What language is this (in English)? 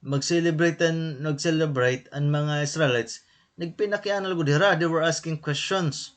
Waray